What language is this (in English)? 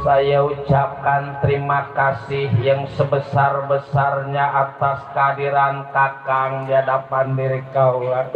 Betawi